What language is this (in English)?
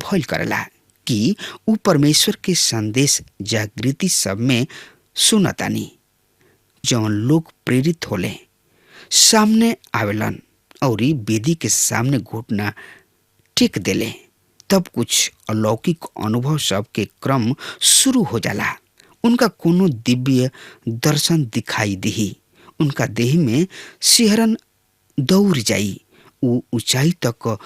Bhojpuri